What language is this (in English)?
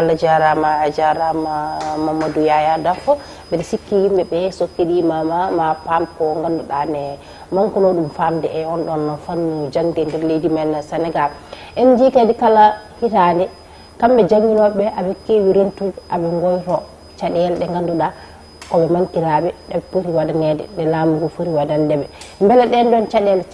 Fula